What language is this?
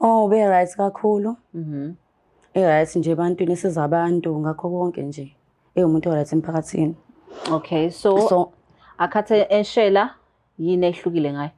Zulu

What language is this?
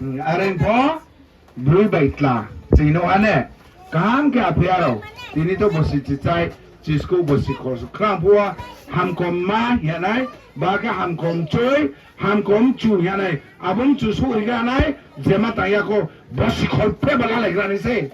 Riang (India)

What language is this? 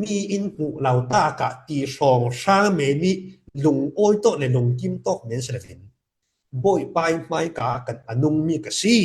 Falam Chin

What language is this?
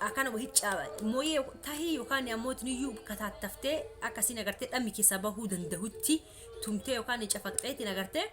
Oromo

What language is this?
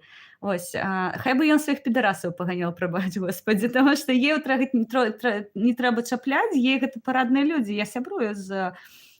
Belarusian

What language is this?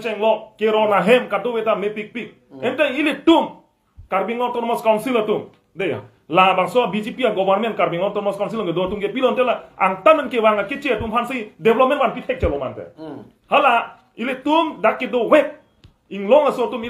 Karbi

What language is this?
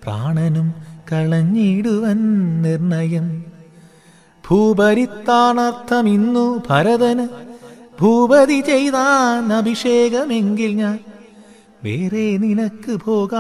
Malayalam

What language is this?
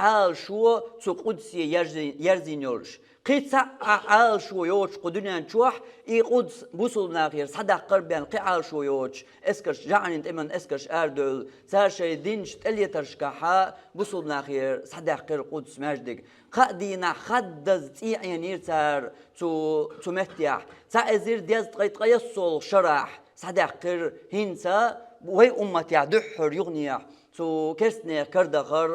Chechen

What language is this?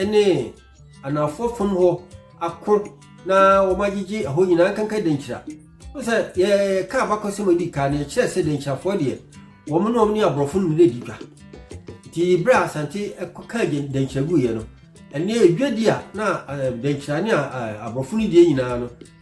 Akan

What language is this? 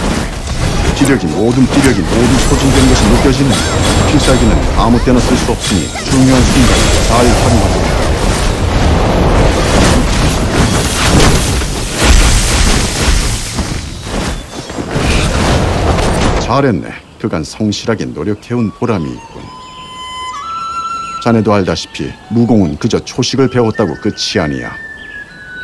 Korean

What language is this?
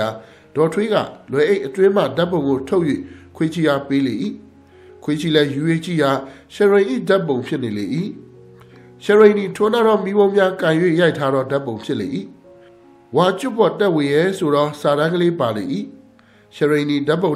Burmese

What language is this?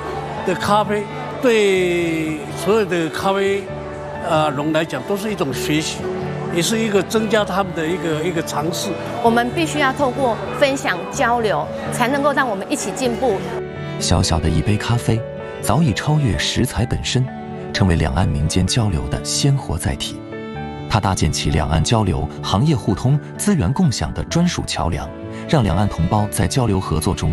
Chinese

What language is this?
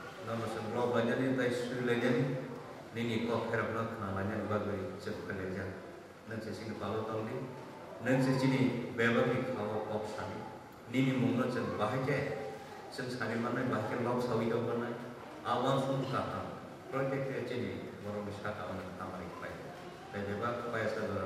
Kok Borok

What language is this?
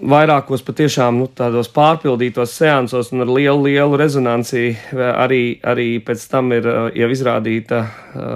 Latvian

